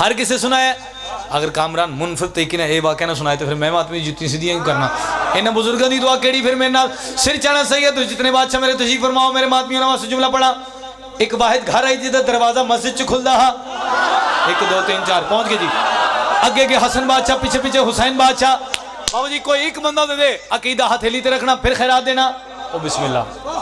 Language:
Pahari-Potwari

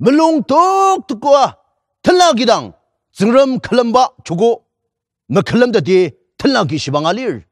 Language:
Ao Naga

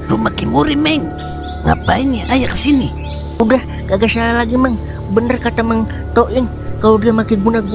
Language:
Betawi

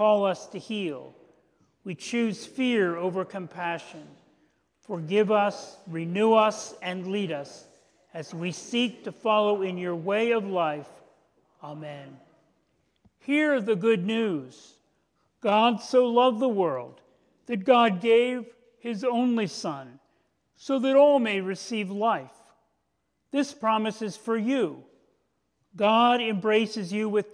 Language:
English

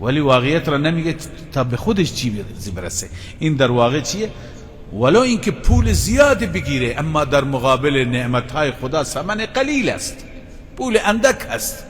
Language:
Persian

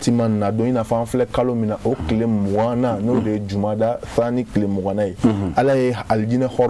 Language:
Bambara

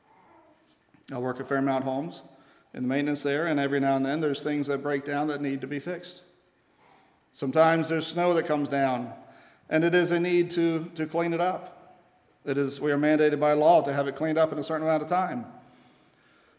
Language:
English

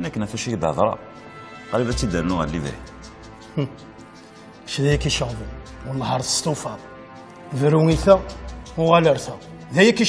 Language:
Kabyle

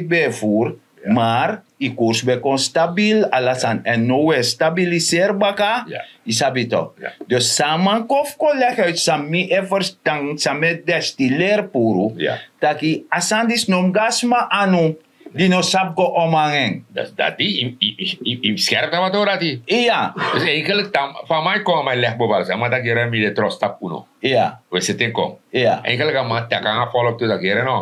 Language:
Sranan Tongo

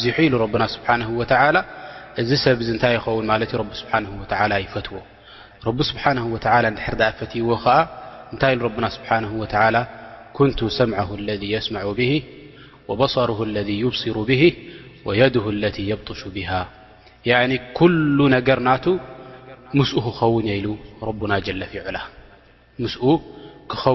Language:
Tigrinya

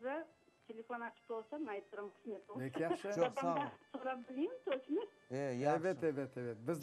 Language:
Crimean Tatar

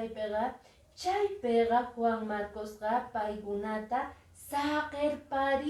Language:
Quechua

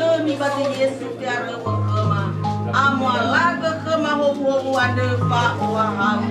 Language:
Nias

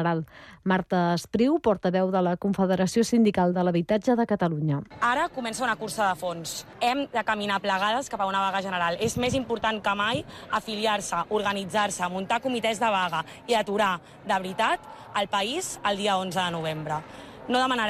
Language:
Catalan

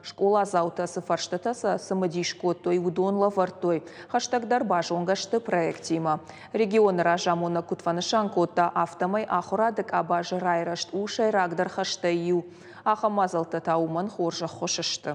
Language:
Ossetic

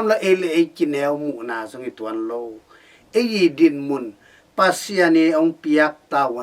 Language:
Tedim Chin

